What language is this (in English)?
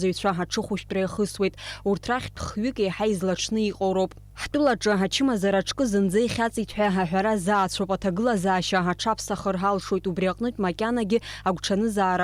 Abkhazian